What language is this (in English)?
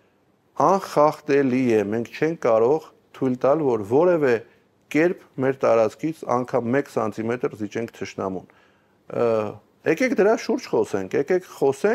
Armenian